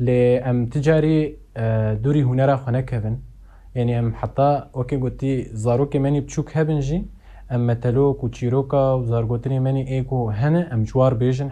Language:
Kurdish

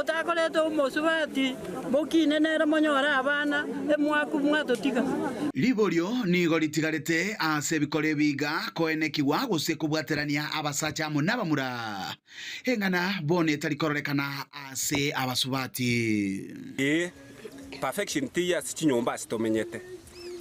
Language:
Gusii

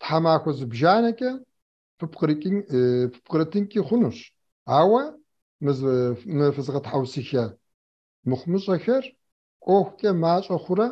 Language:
Kabardian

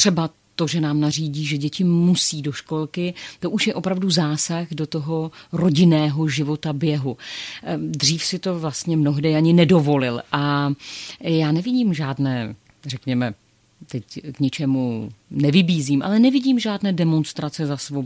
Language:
Czech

